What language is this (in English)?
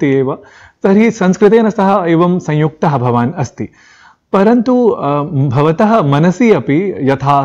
Sanskrit